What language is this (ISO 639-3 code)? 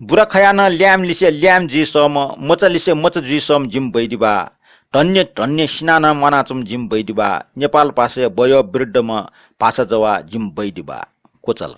new